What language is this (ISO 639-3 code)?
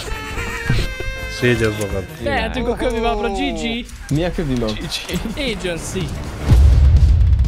hun